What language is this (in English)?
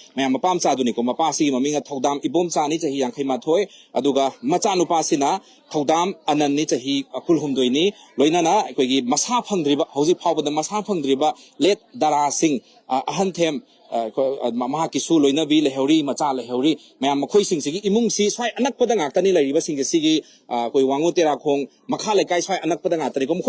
Manipuri